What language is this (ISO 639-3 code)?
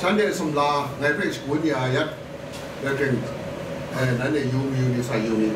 kac